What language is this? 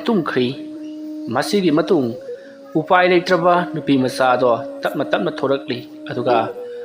Manipuri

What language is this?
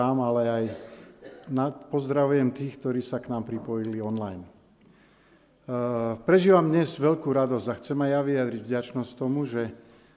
Slovak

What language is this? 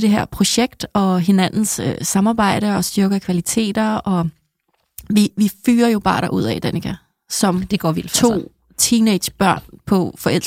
Danish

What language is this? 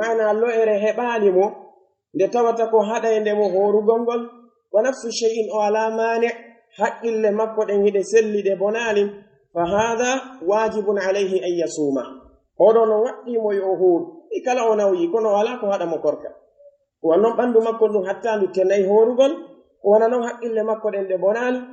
Pular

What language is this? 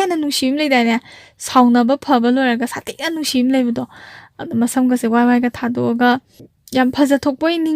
Manipuri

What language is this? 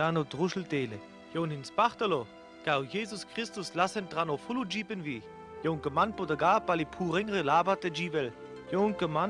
Sinte Romani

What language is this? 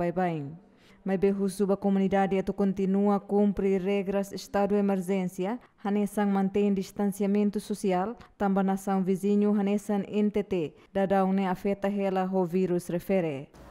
Tetum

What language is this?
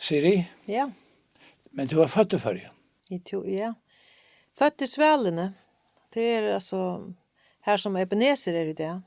Faroese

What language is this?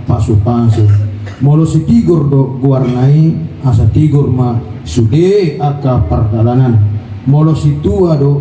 Batak Toba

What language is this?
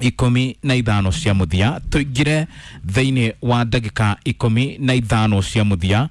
Kikuyu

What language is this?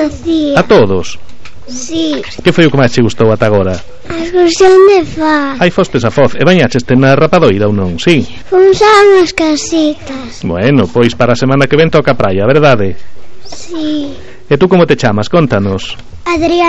Galician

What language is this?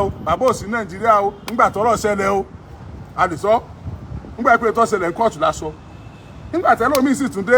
Yoruba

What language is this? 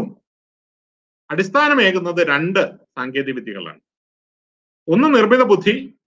Malayalam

